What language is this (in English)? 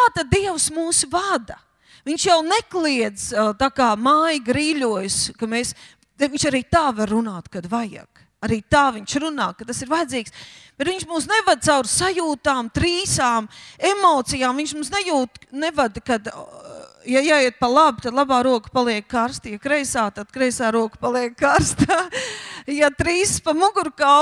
Latvian